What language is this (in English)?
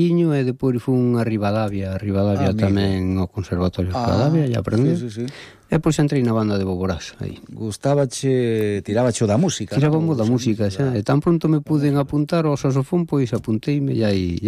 Galician